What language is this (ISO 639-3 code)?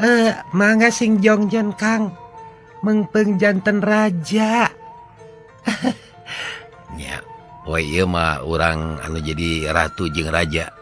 sun